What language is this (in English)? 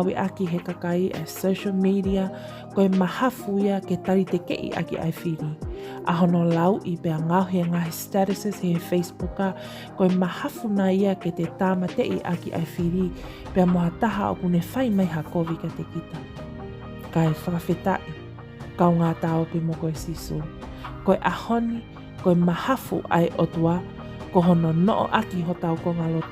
Tongan